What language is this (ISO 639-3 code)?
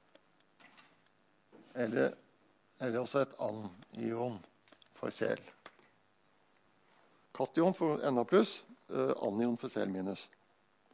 nor